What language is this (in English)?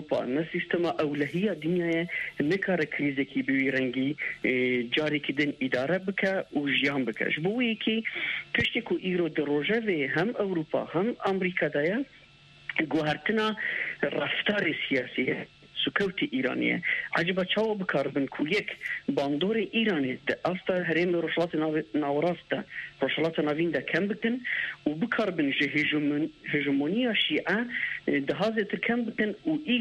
Kurdish